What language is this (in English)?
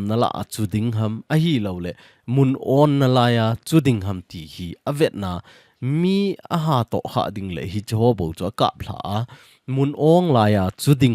Thado Chin